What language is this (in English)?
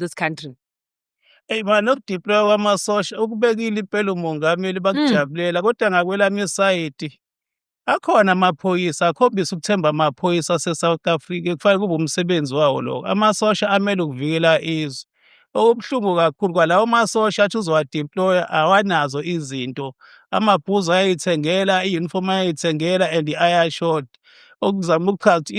Zulu